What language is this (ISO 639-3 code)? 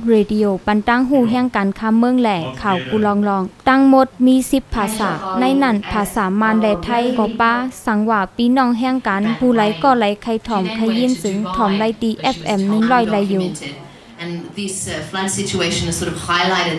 shn